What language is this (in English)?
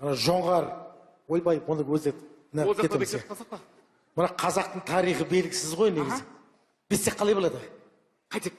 Kazakh